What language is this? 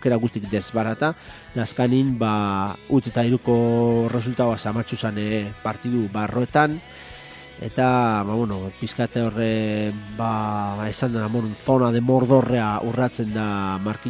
Basque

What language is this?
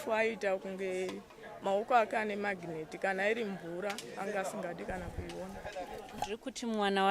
Shona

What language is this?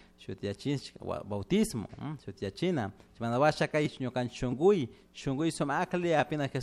Chimborazo Highland Quichua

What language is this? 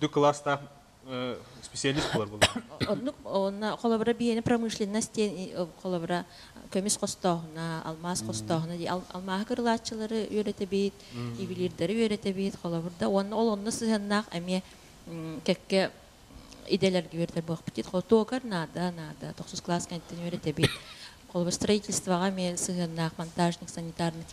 Yakut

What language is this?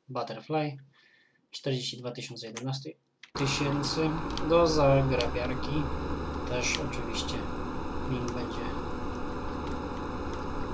Polish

